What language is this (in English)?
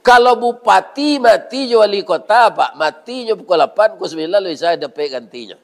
Minangkabau